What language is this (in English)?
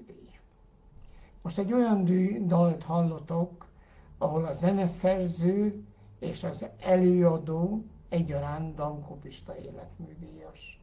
Hungarian